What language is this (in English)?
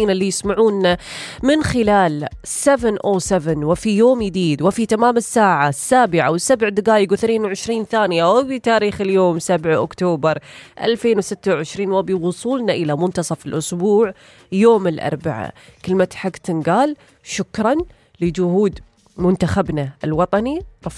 Gulf Arabic